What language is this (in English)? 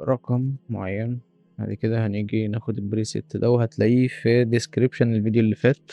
Egyptian Arabic